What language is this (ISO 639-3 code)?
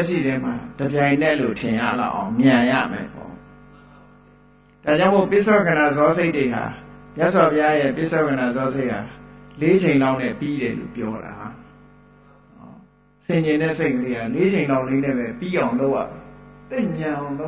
mya